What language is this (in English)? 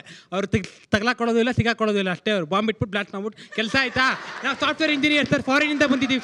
Kannada